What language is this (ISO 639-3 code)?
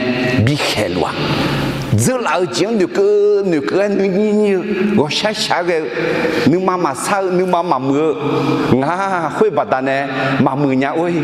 ahk